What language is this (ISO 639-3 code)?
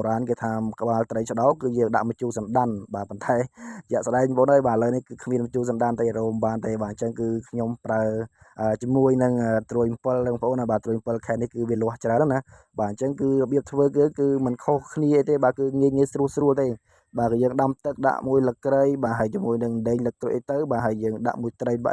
khm